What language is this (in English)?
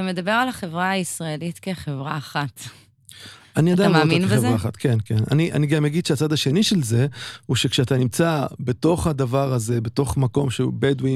Hebrew